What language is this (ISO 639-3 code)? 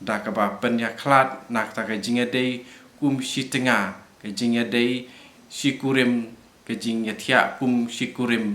kha